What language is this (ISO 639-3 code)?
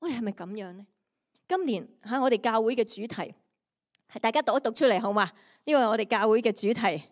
yue